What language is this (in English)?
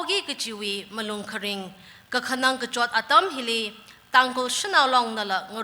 Tangkhul Naga (India)